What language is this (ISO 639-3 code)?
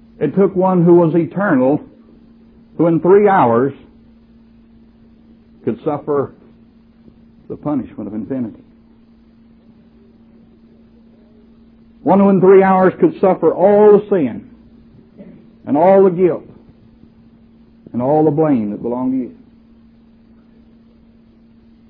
eng